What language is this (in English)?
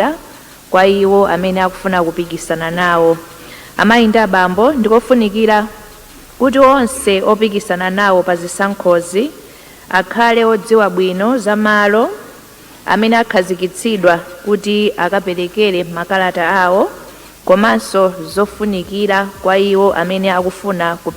Nyanja